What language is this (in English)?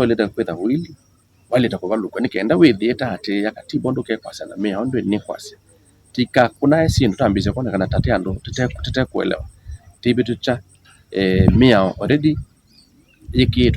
Kamba